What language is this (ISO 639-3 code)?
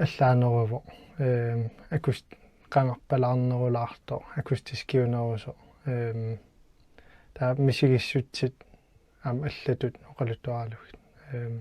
kal